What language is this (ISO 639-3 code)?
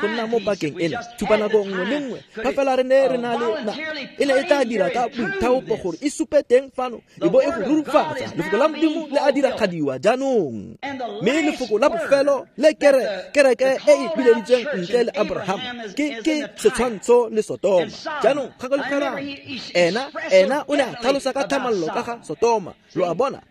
tsn